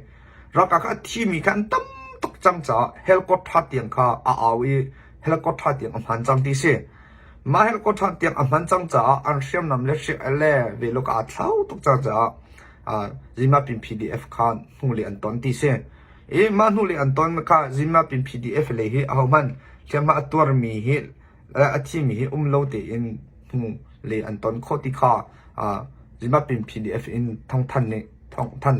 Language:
Hakha Chin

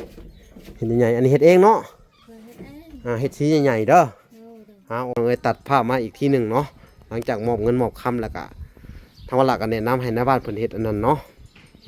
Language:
Lao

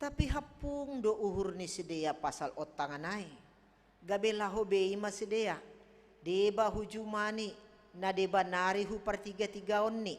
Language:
Batak Simalungun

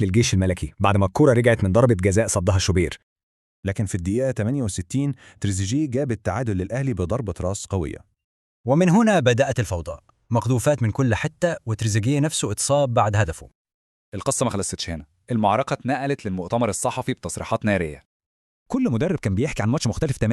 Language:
Egyptian Arabic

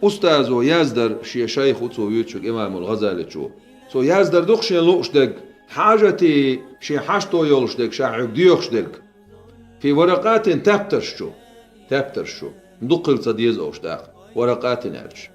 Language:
Chechen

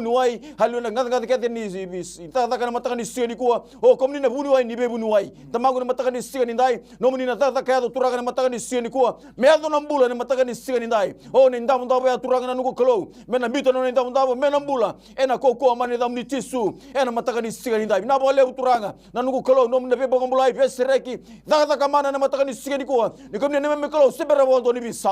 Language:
Fijian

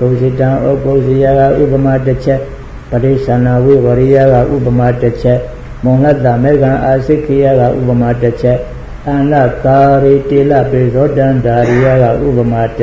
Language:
Burmese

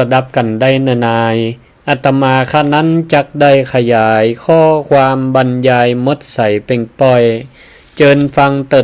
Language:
Northern Thai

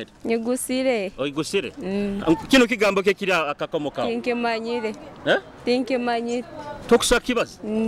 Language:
Nyoro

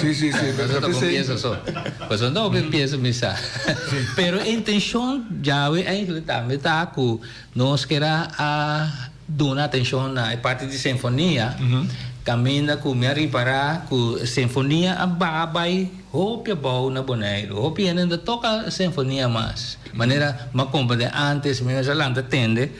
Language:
Papiamento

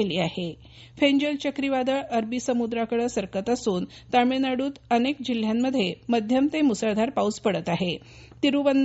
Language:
Marathi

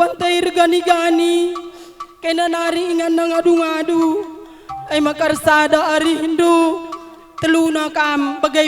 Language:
Batak Karo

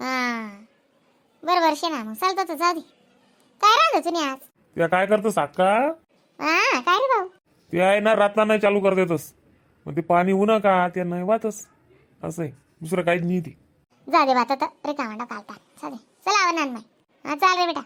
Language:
Khandesi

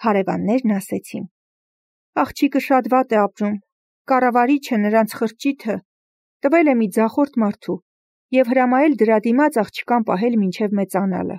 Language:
Armenian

